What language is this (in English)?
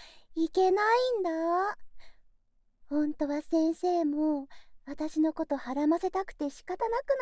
Japanese